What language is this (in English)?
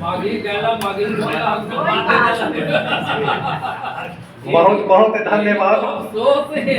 Magahi